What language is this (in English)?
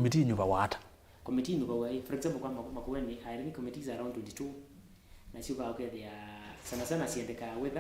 Kamba